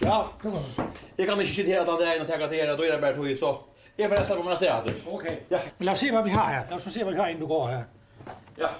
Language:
Faroese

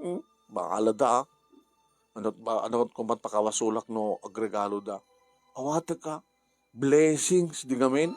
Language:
Iloko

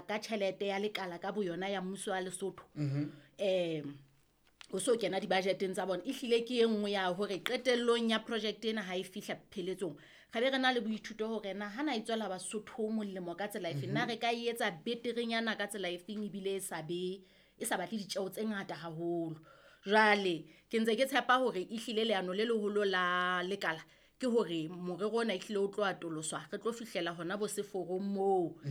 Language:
Southern Sotho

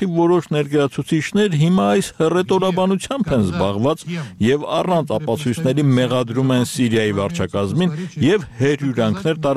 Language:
Armenian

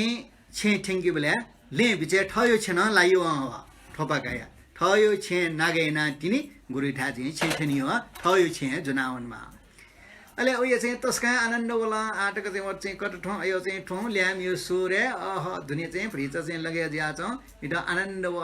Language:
Newari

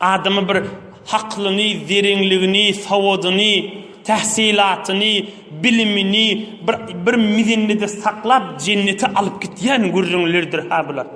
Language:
Turkmen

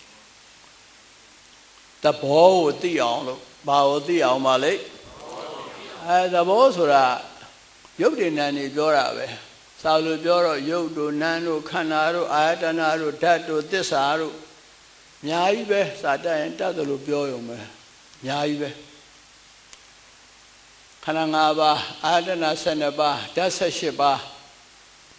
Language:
Burmese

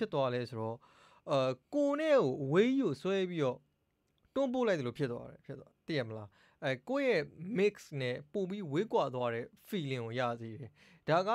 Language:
Burmese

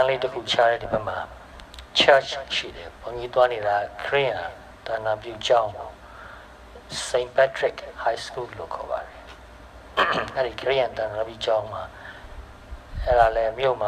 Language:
Burmese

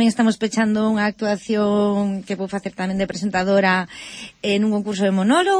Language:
Galician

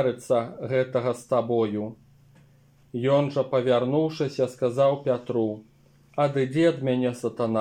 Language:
Belarusian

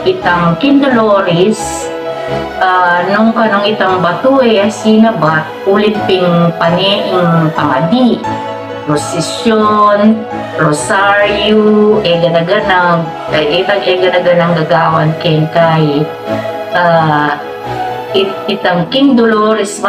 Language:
Pampanga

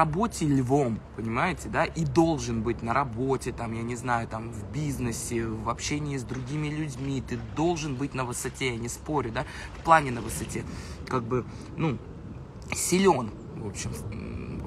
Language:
Russian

